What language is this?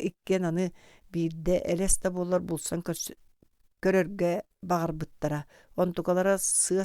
Yakut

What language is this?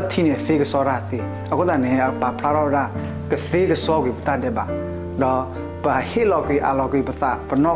S'gaw Karen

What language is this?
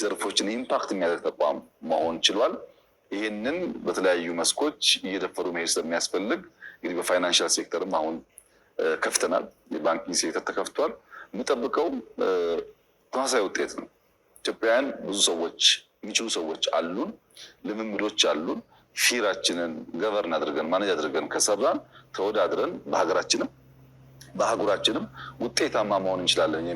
Amharic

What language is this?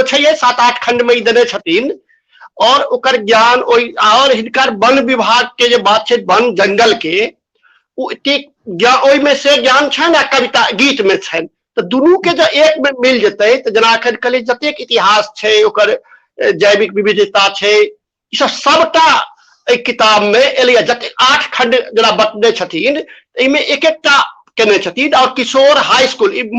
Maithili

